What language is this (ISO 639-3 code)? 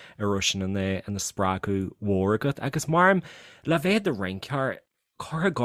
gle